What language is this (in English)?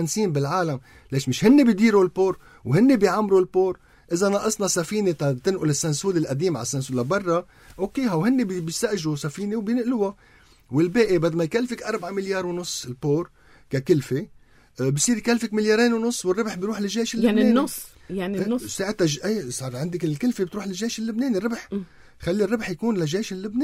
North Levantine Arabic